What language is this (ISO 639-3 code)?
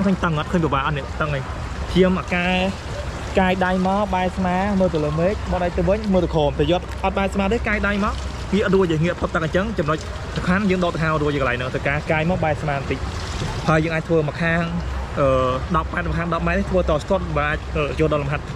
khm